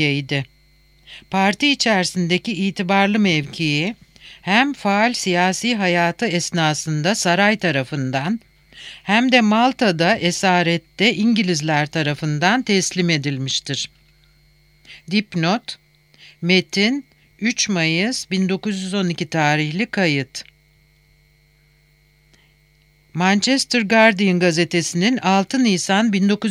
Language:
Turkish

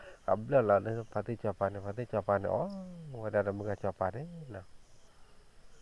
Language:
S'gaw Karen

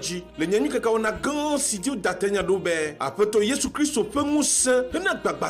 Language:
Ewe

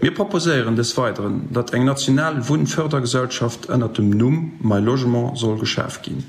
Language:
Luxembourgish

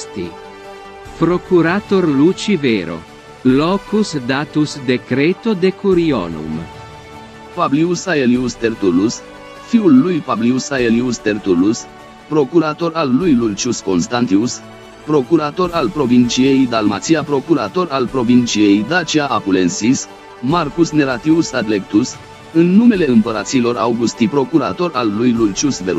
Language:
Romanian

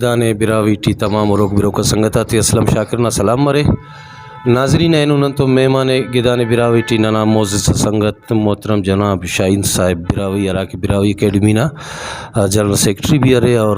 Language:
Brahui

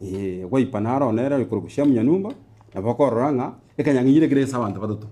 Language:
Gusii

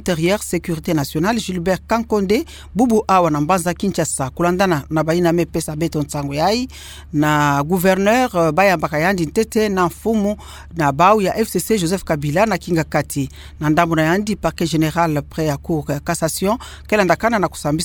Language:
Kituba (Democratic Republic of Congo)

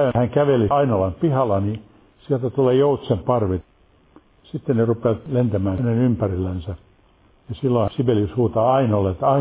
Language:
Finnish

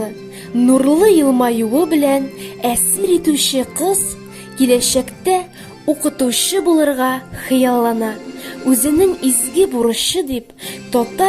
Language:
Bashkir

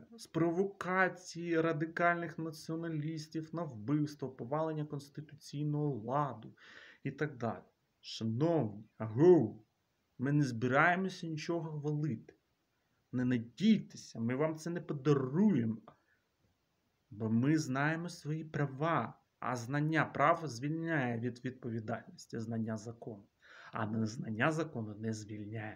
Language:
Ukrainian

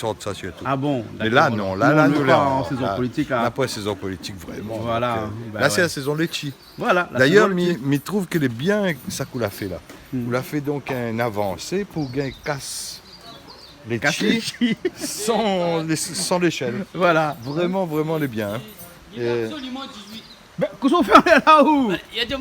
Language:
Réunion Creole French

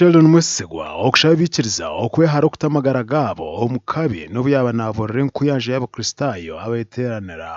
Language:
Nyankole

